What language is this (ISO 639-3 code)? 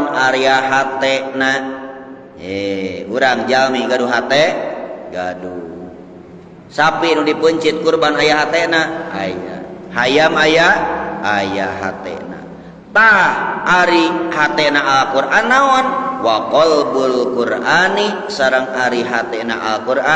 sun